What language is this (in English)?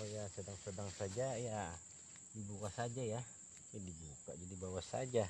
Banjar